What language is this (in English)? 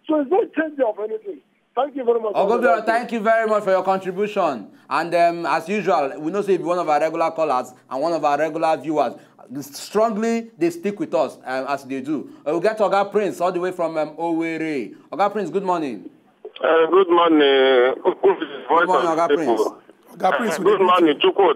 Nigerian Pidgin